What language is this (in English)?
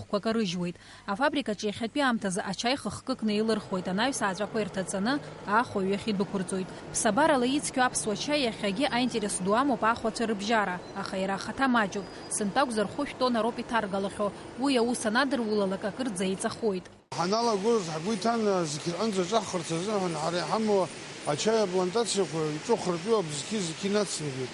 Abkhazian